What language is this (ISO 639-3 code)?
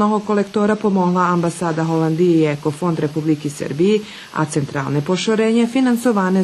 rue